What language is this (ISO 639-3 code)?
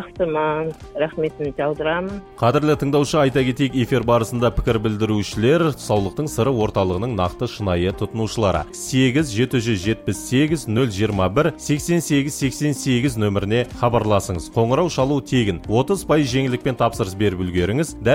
kaz